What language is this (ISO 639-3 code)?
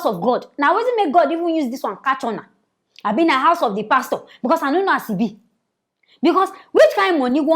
pcm